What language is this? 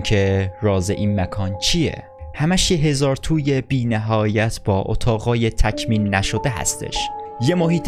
Persian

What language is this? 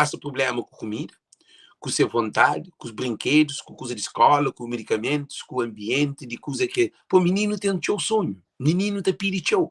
Kabuverdianu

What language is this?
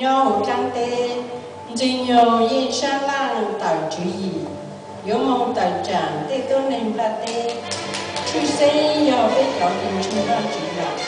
Hmong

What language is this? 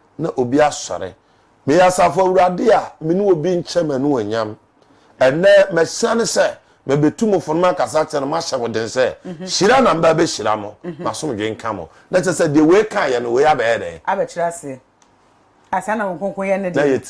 Akan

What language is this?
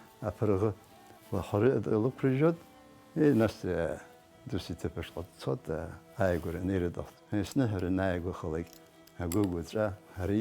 Abkhazian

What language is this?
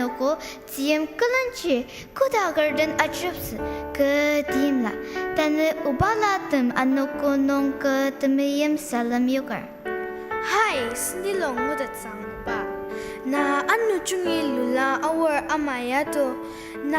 Ao Naga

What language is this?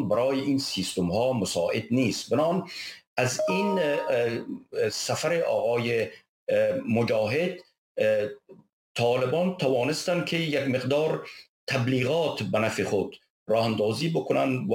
Persian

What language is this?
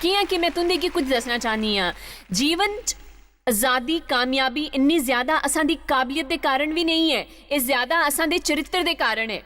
Dogri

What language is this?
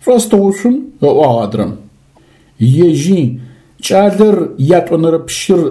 Adyghe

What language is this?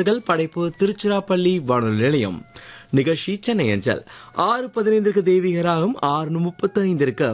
Tamil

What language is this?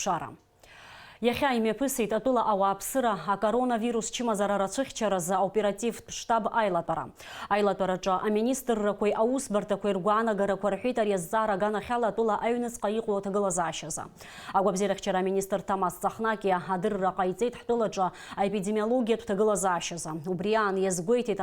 Abkhazian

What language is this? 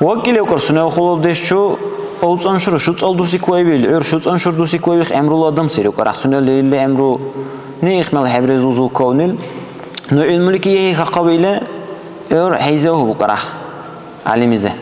Dargwa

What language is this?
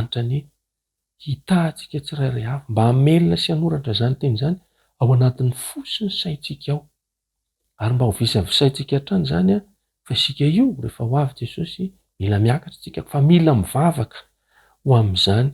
Malagasy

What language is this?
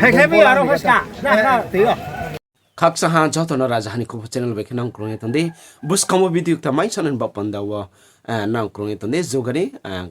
Riang (India)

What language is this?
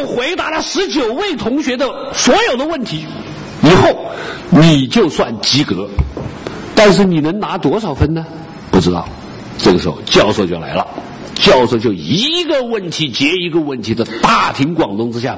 Chinese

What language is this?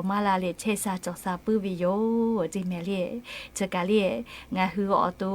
Lahu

